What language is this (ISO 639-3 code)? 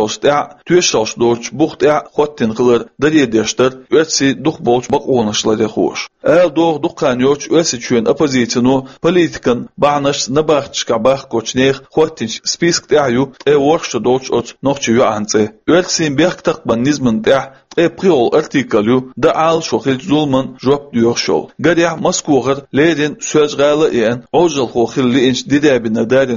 che